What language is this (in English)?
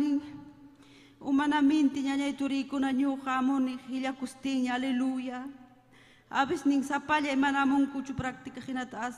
Ayacucho Quechua